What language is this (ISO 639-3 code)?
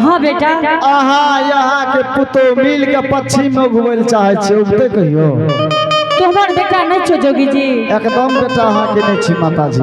anp